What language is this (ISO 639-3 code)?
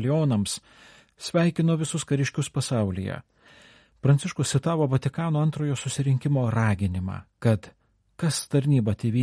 lit